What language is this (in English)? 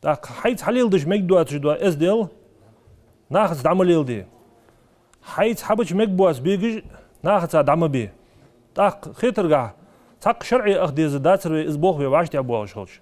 Ingush